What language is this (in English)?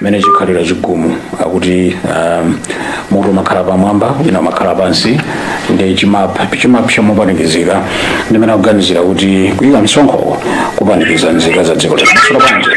Nyanja